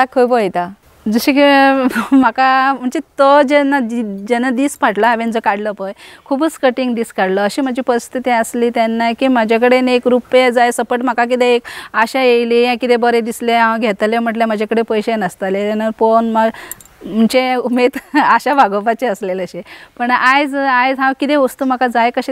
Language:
Konkani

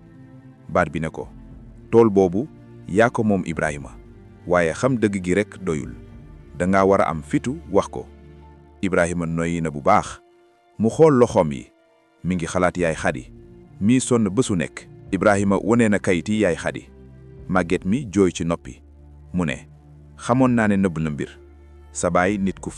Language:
Wolof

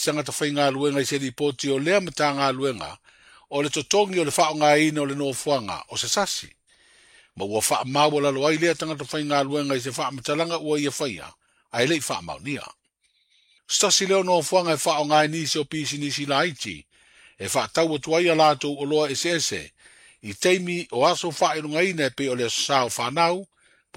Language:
Samoan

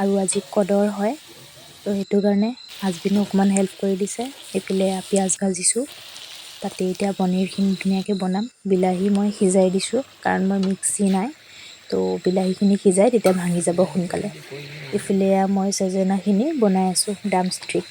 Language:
Assamese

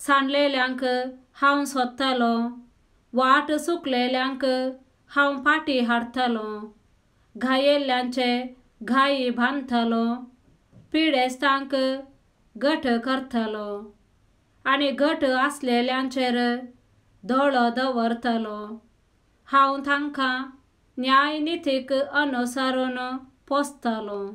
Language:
Konkani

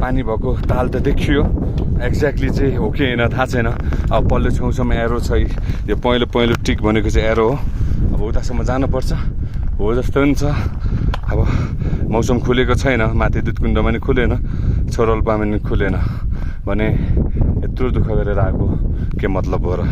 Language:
Nepali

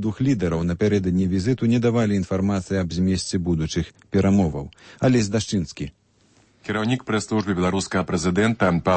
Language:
Belarusian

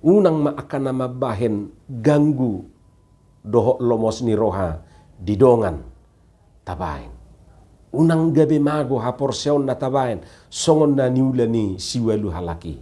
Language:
Batak Toba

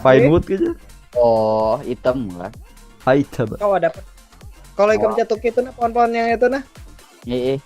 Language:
Banjar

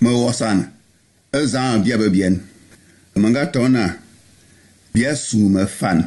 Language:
Bulu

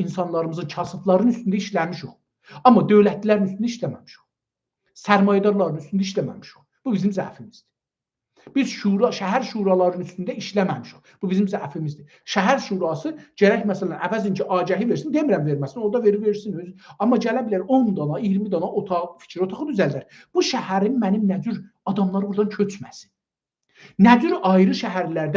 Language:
South Azerbaijani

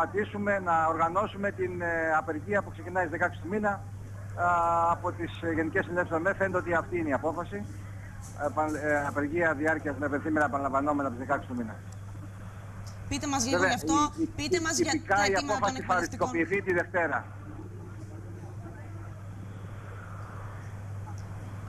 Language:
Greek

